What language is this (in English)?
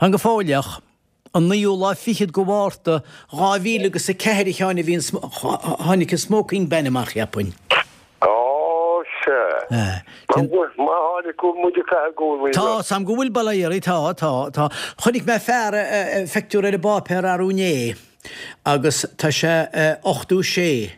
Irish